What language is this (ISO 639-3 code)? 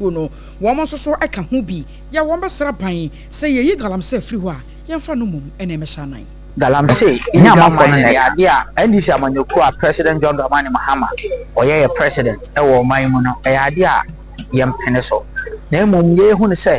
aka